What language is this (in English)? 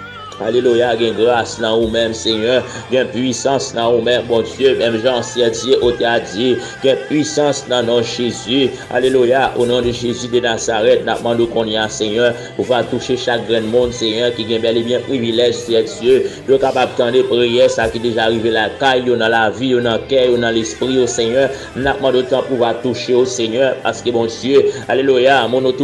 Haitian Creole